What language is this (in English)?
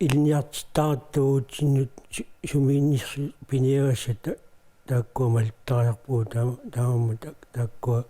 Kalaallisut